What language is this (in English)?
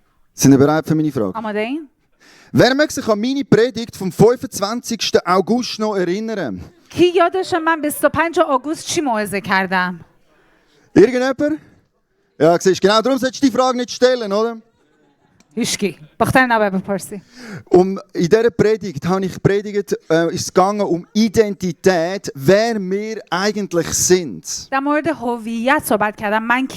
Swiss German